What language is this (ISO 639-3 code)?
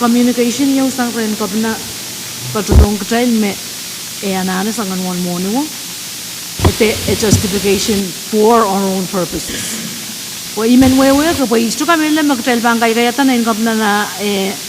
pon